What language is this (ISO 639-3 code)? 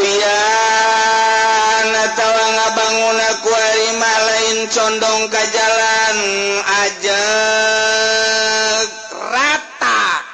sun